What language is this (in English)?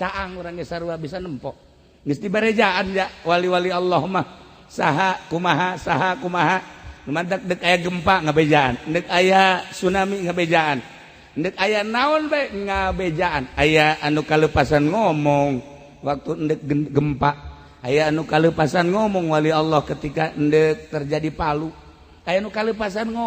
Sundanese